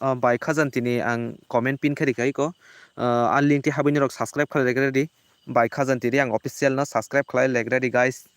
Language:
Kok Borok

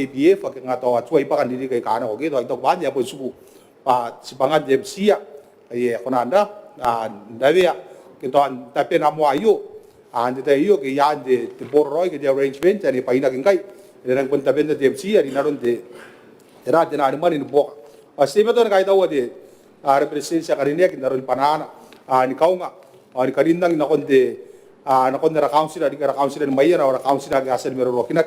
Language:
Gilbertese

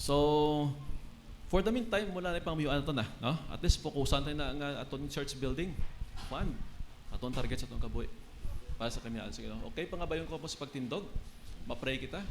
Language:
Hiligaynon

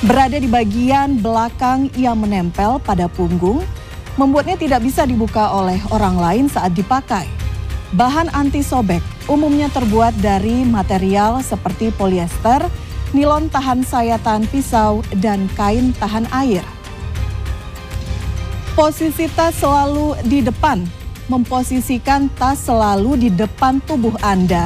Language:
Indonesian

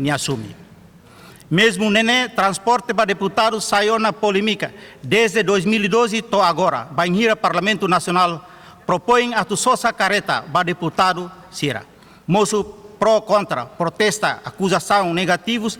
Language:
Tetum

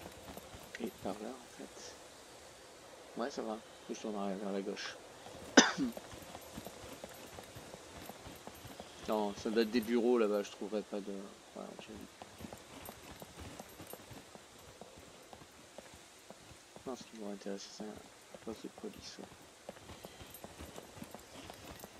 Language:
French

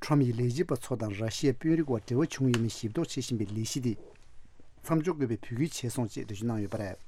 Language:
Tibetan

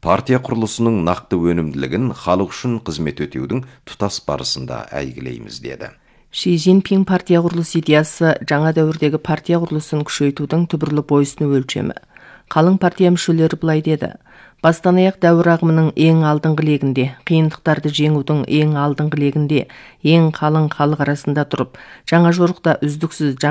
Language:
Kazakh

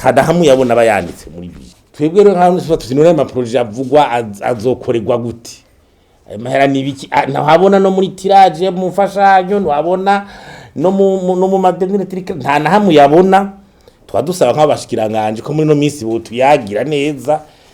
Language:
Rundi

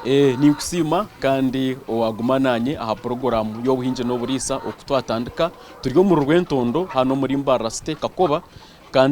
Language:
Nyankole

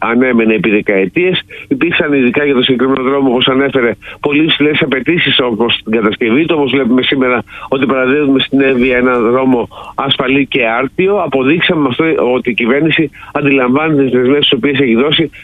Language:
Greek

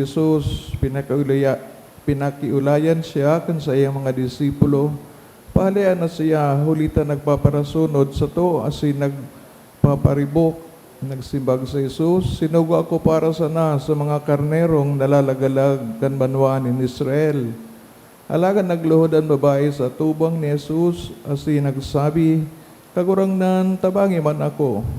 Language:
Bikol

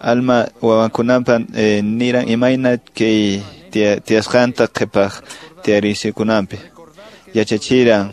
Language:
Quechua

